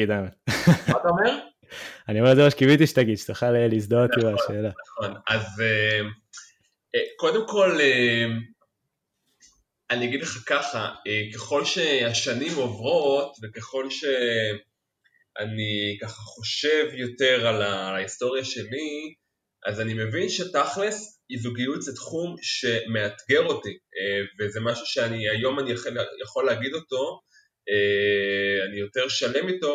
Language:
Hebrew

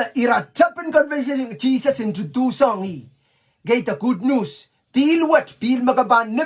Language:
Pohnpeian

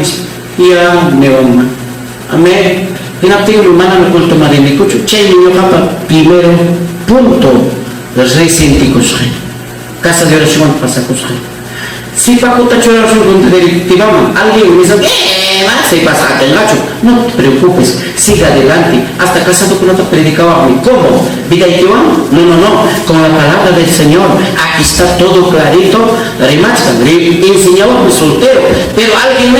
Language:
Ayacucho Quechua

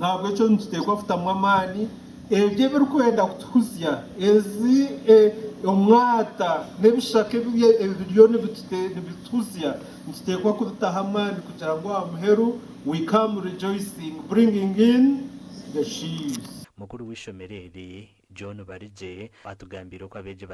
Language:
Nyankole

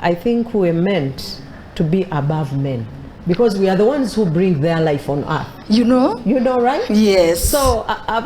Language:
Soga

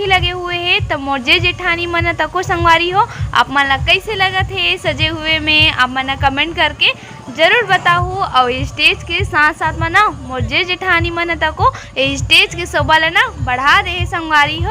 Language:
Chhattisgarhi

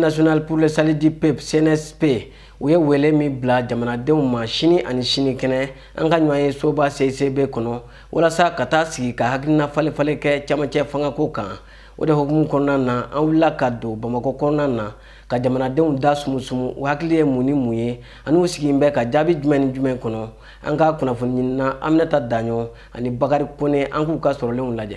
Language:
Bambara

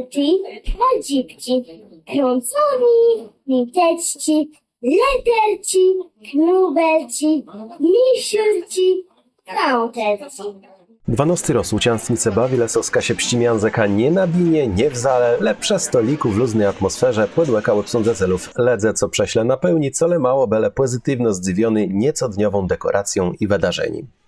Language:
Kashubian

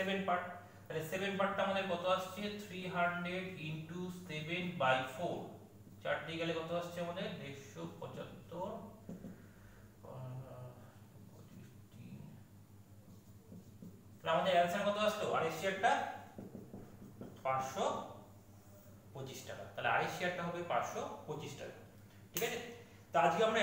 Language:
Bangla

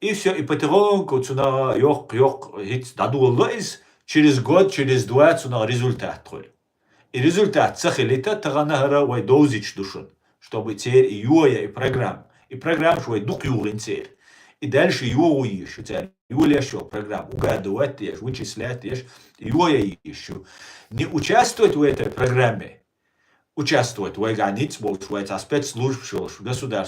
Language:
Chechen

